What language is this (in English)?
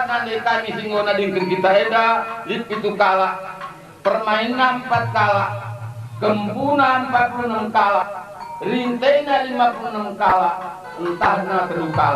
Batak Karo